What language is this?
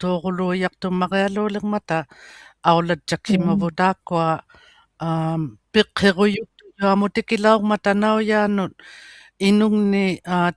Inuktitut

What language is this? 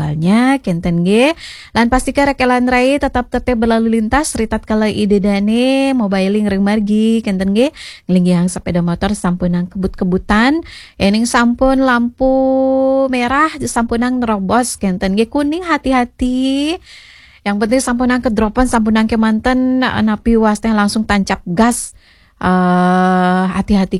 Balinese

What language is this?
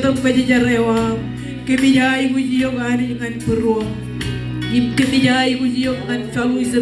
Marshallese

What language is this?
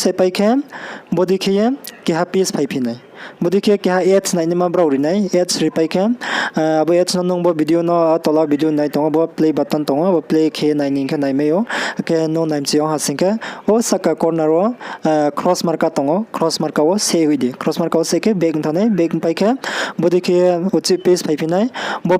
Riang (India)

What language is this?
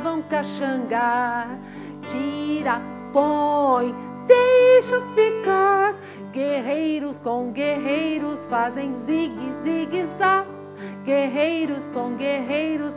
Portuguese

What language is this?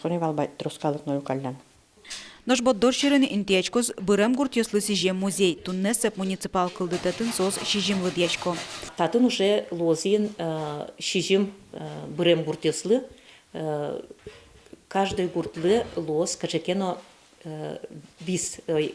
Udmurt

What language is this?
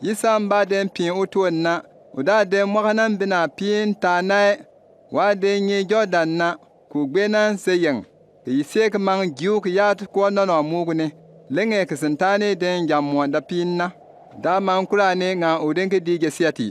Bimoba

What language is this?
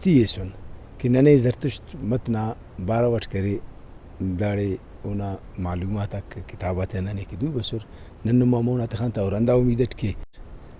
Brahui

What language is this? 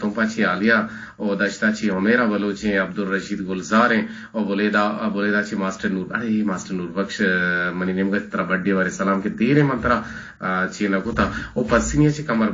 Eastern Balochi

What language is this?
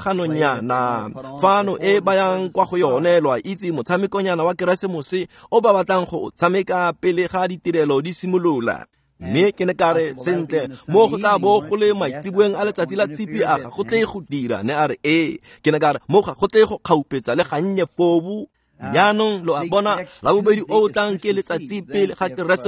Tswana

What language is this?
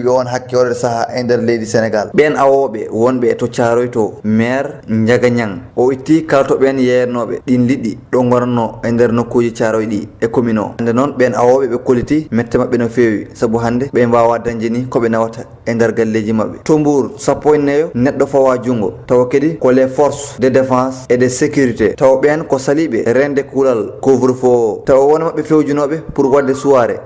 Fula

